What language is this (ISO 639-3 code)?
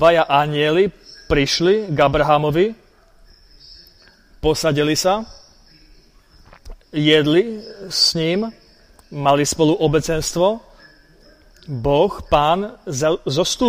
slk